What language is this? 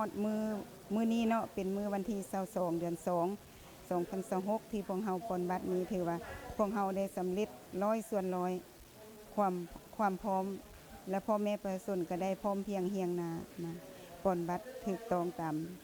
Lao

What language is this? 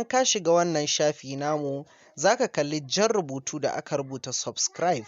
Hausa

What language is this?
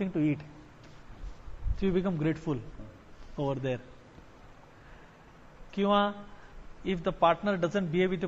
Marathi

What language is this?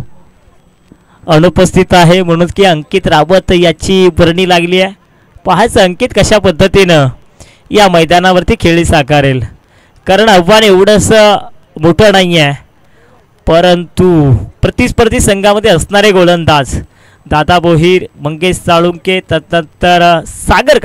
Marathi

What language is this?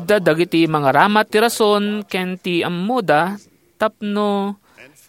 Iloko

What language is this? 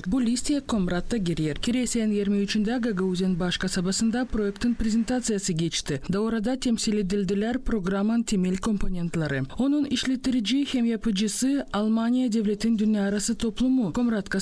Gagauz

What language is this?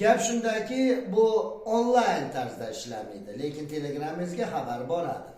Uzbek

